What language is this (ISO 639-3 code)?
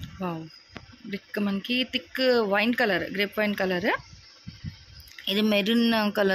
tel